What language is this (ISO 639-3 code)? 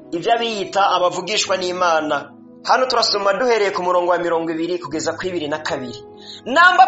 run